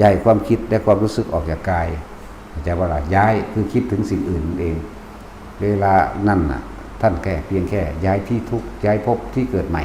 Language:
Northeastern Thai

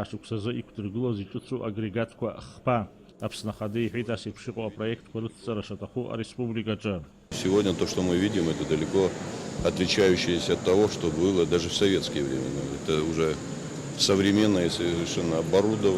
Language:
Abkhazian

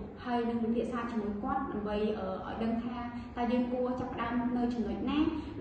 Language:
Khmer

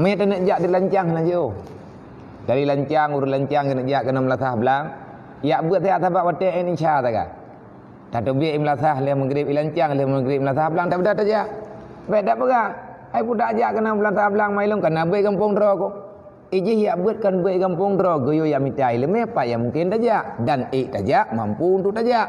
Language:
Achinese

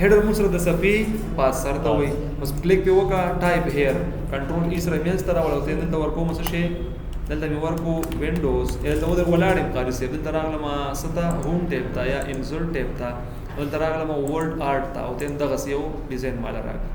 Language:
Pashto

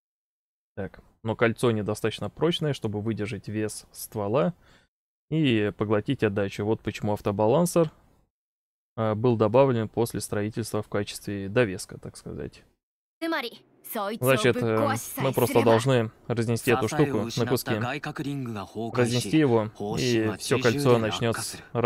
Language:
Russian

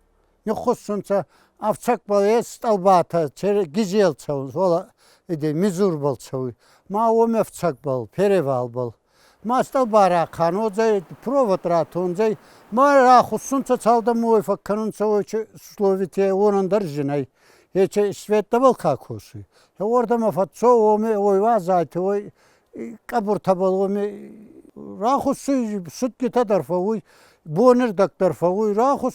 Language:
Ossetic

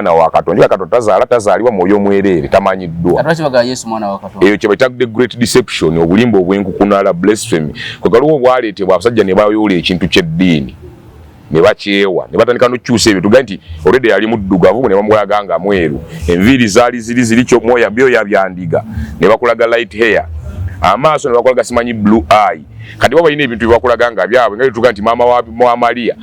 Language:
Ganda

